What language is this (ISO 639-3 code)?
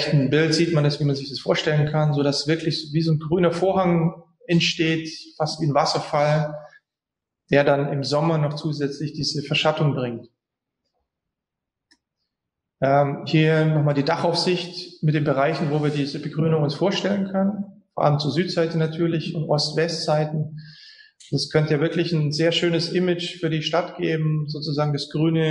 deu